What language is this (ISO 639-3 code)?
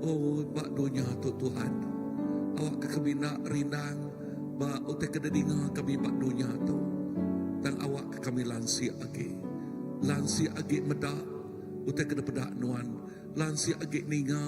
iba